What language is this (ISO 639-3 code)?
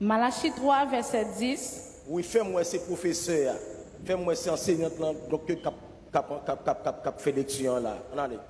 hat